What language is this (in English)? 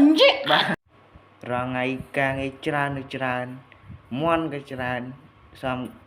Khmer